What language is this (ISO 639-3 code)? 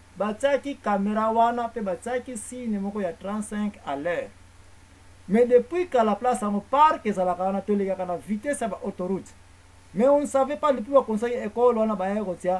lin